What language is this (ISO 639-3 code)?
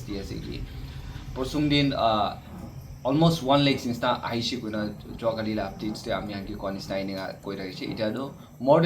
nag